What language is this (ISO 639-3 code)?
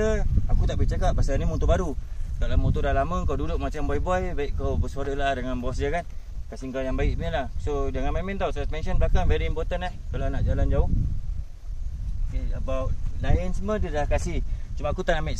msa